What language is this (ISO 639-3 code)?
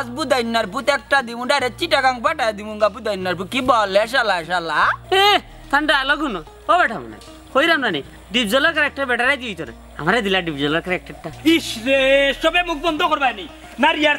syl